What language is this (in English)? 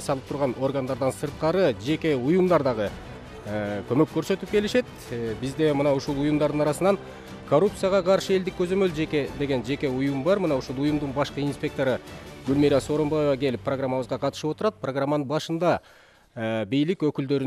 Kyrgyz